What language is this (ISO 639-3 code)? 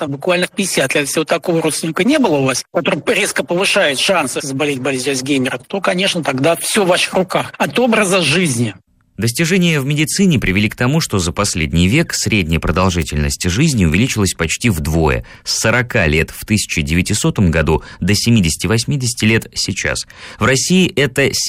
rus